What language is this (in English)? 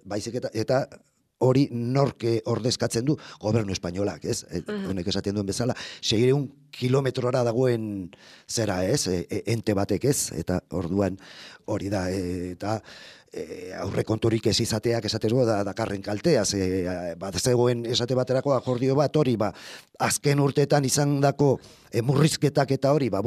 Basque